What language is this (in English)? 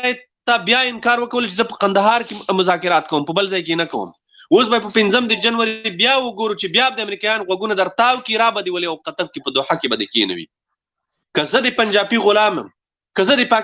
Pashto